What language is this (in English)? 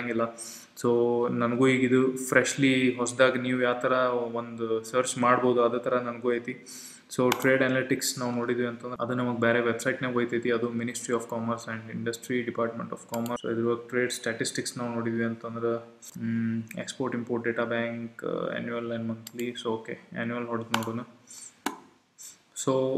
Kannada